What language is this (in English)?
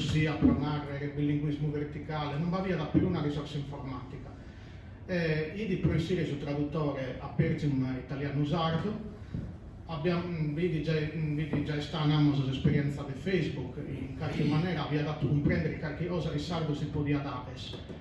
Sardinian